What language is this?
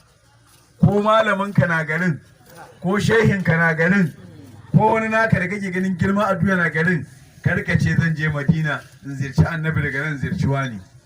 Hausa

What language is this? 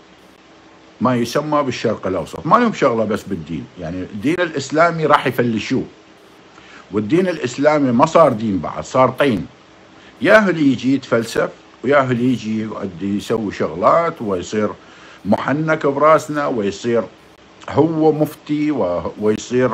Mesopotamian Arabic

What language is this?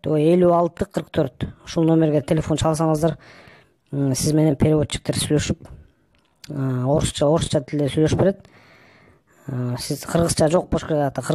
Kyrgyz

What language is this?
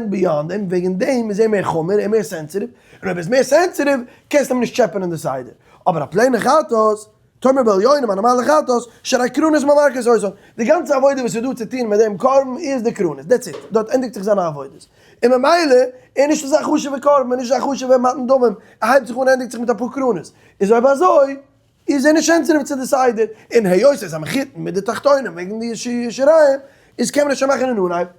Yiddish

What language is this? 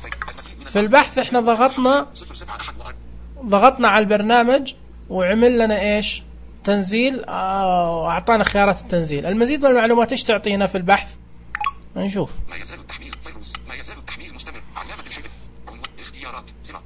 Najdi Arabic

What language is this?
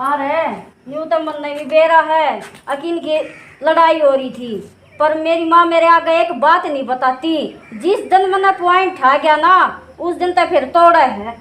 Haryanvi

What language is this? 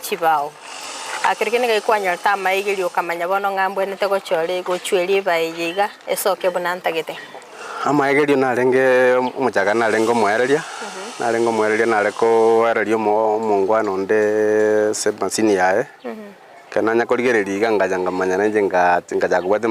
Gusii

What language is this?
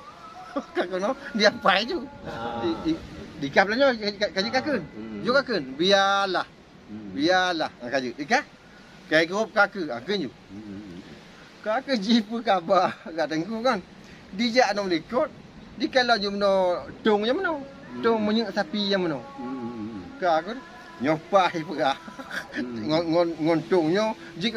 Achinese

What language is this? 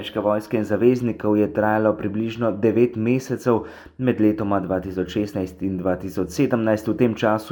Slovenian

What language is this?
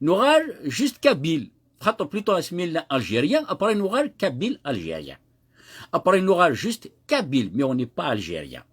Kabyle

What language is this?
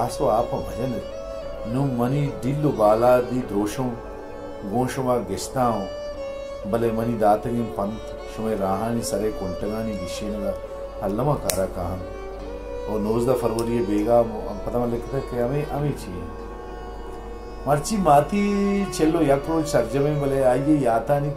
Baluchi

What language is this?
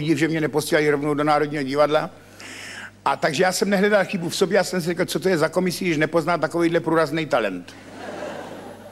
Czech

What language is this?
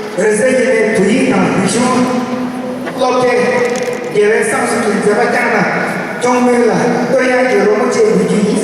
Tibetan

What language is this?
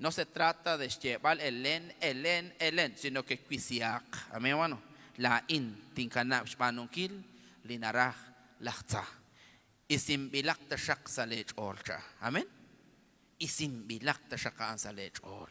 Kekchí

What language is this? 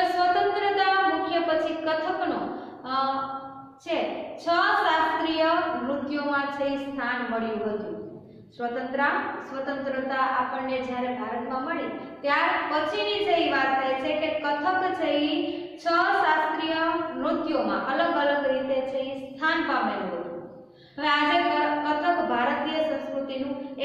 Gujarati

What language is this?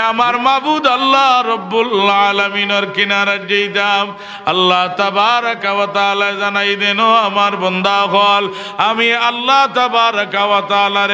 Sylheti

